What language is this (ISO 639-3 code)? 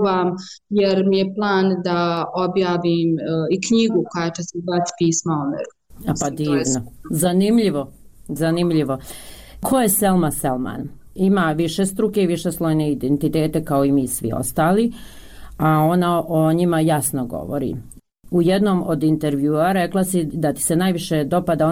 bos